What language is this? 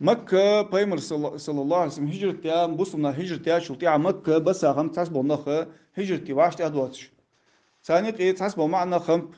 Ingush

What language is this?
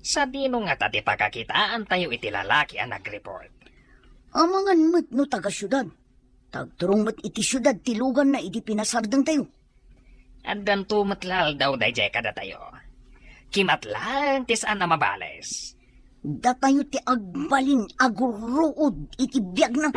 Iloko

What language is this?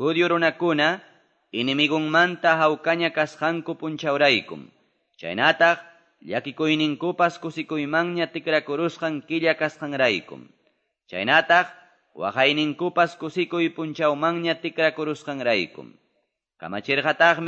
Quechua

